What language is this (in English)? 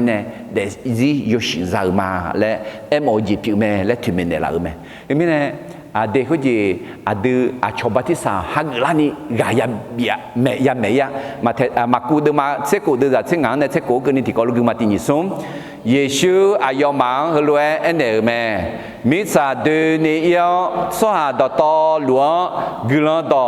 Akha